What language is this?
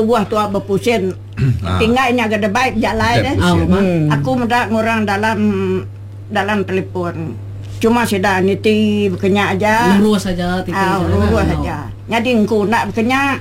Malay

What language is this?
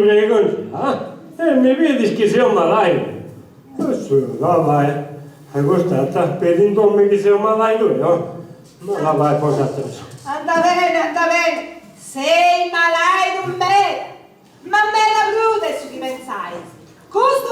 Sardinian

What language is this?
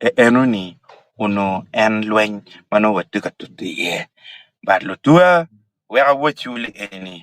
Acoli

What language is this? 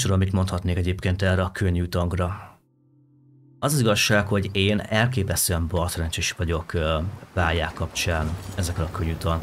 Hungarian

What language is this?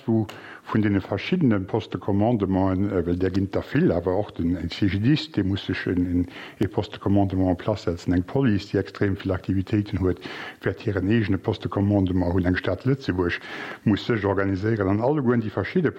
Luxembourgish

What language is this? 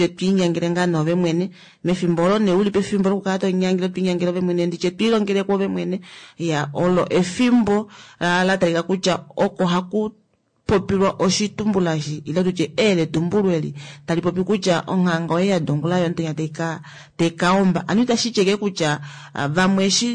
Kuanyama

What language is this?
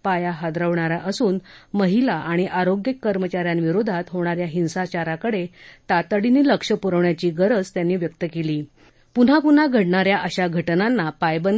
Marathi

